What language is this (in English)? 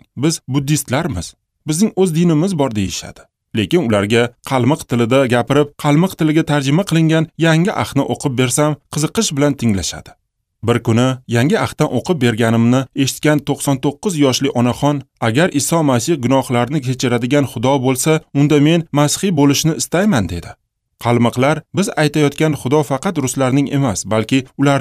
Uzbek